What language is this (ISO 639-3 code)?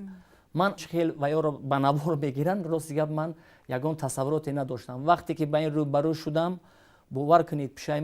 tgk